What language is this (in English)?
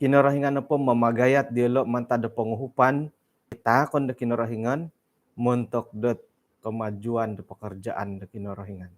Central Dusun